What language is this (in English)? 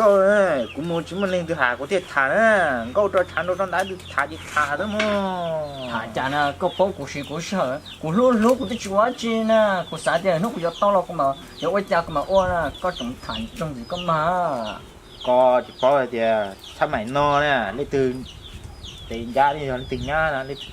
Hmong